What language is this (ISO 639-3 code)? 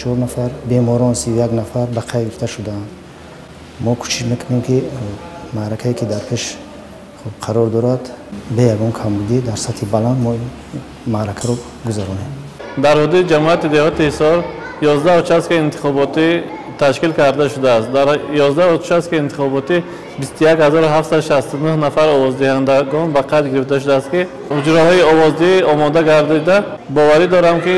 tgk